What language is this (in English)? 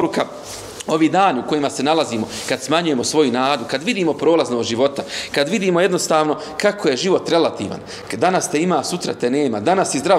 Bosnian